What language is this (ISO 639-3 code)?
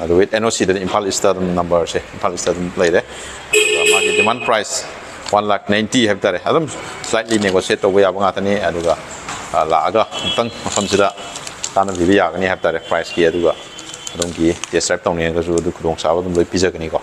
mni